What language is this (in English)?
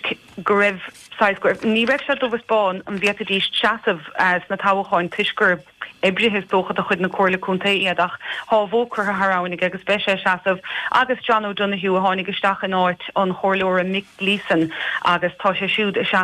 Irish